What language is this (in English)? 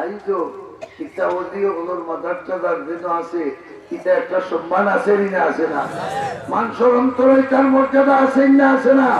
Sylheti